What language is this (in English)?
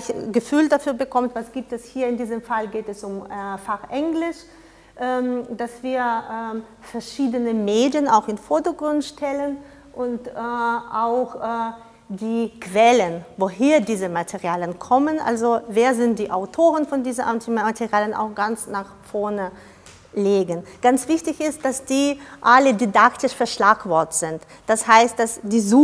German